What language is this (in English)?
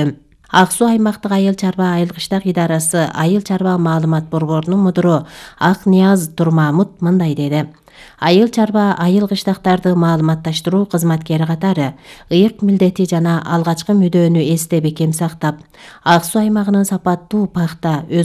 Kyrgyz